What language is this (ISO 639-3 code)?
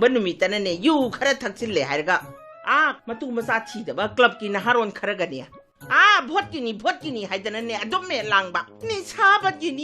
mni